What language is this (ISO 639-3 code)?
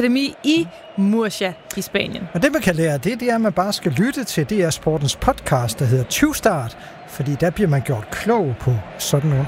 dan